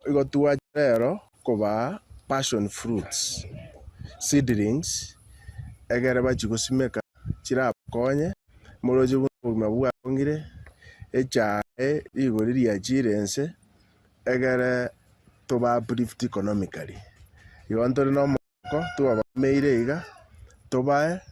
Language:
Gusii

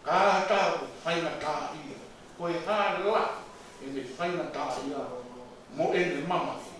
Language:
Tongan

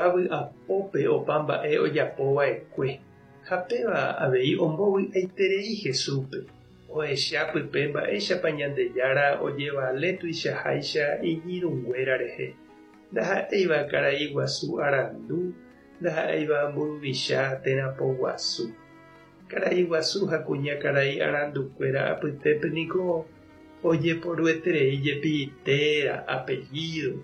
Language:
Guarani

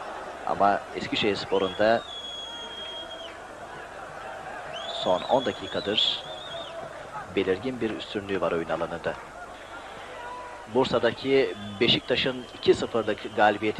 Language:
Turkish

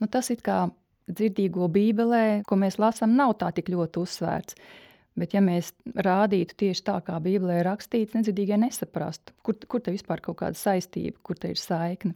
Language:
Latvian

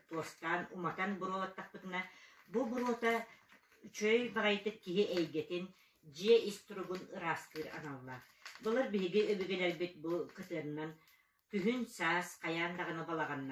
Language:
Yakut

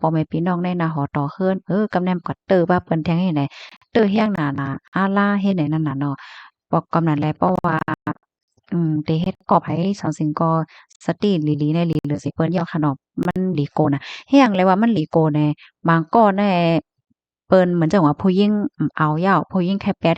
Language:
Shan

